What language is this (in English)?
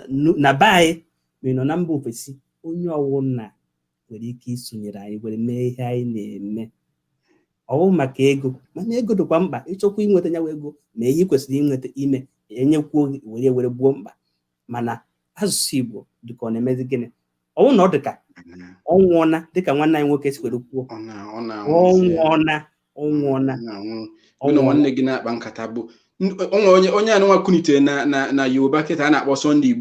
Igbo